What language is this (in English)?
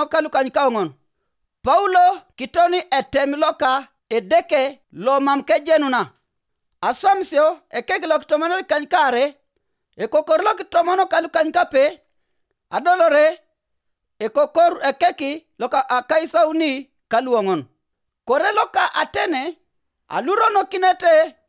Teso